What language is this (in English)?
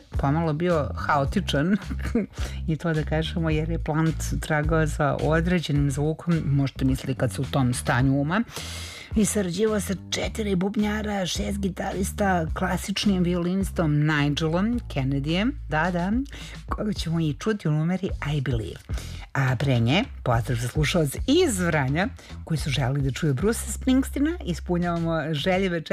Serbian